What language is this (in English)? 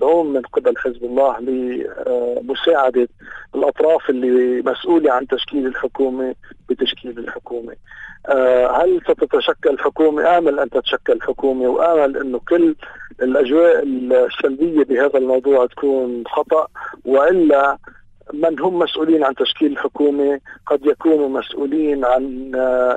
North Levantine Arabic